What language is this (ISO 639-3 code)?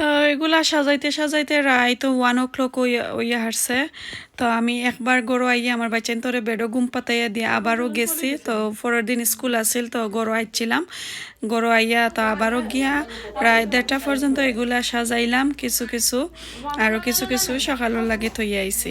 syl